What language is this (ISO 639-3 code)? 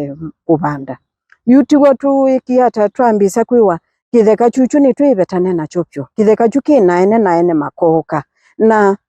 kam